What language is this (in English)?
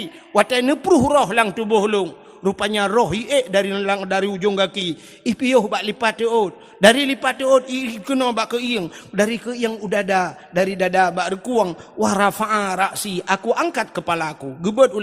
Achinese